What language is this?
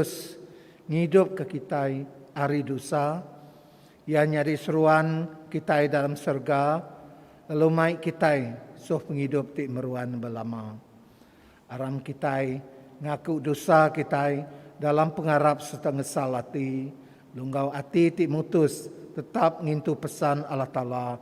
Iban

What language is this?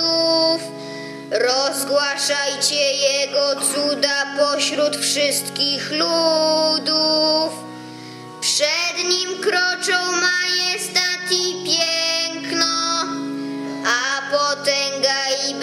Polish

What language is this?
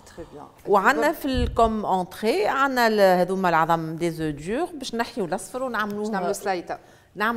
Tunisian Arabic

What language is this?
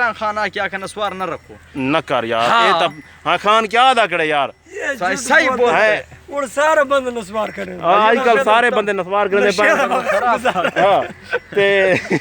Saraiki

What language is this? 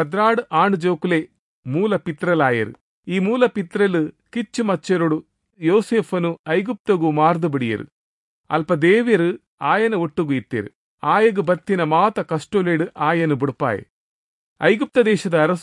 Tulu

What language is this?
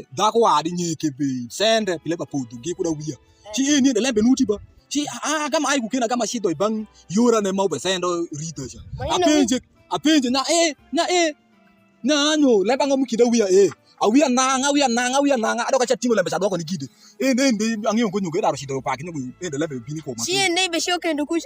Alur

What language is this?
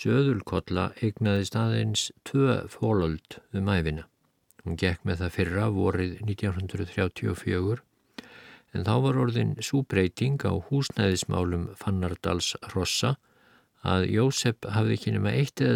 Icelandic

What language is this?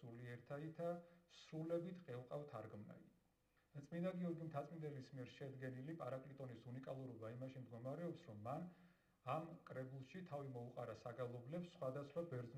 Georgian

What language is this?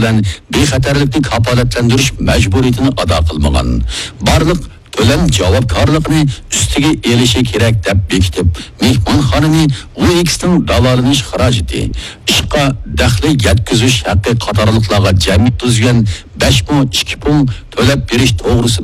Uyghur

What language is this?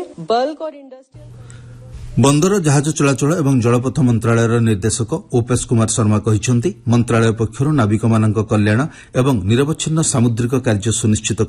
Odia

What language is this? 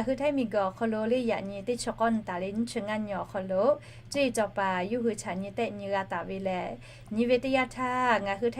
Lahu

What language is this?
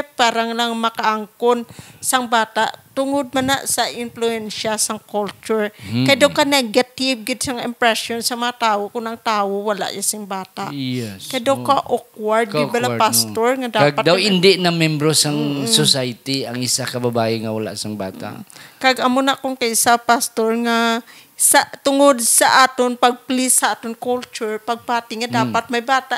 Hiligaynon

